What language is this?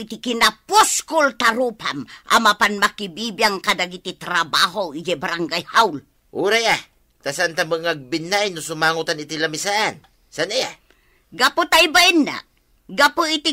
Iloko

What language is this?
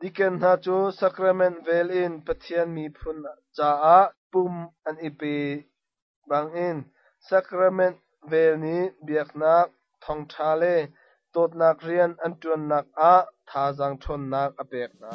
Hakha Chin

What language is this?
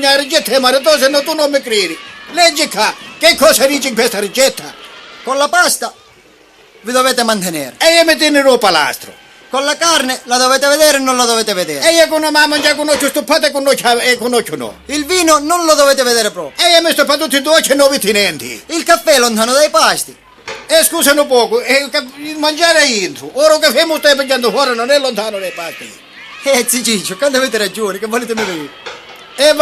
Sicilian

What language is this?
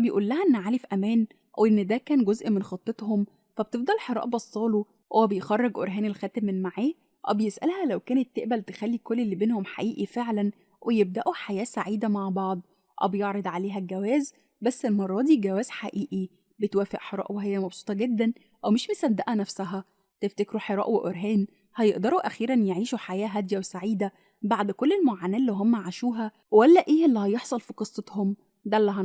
Egyptian Arabic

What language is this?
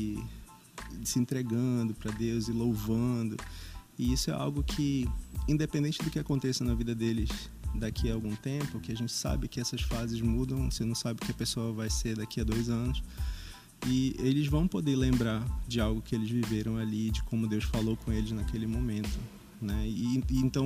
Portuguese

